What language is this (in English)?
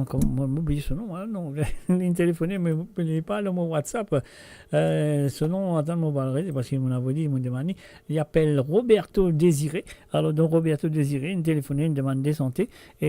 Morisyen